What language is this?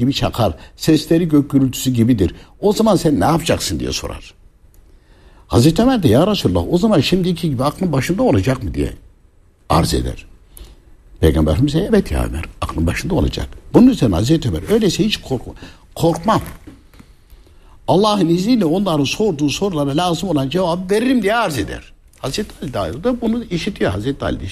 Turkish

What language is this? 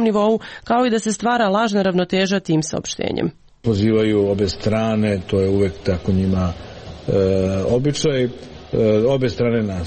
Serbian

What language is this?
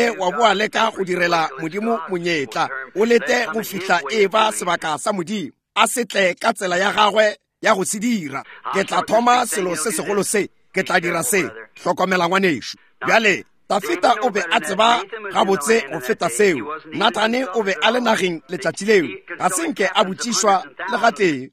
Northern Sotho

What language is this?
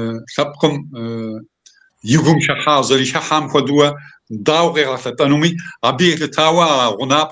Kabardian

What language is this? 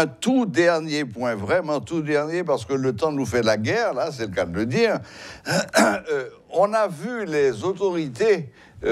French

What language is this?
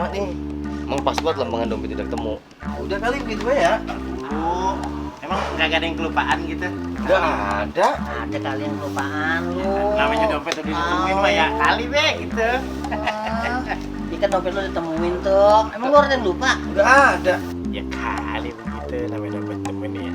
Betawi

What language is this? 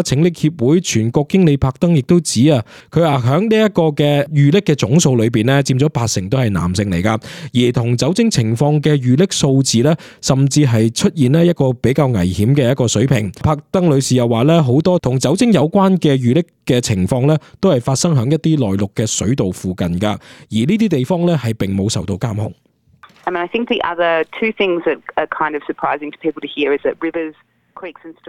Cantonese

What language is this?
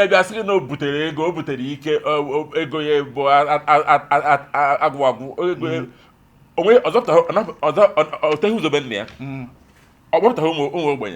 Igbo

